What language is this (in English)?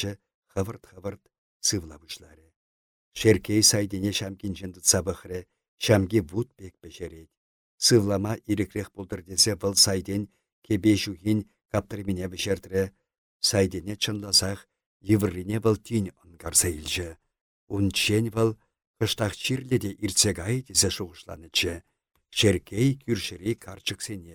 Chuvash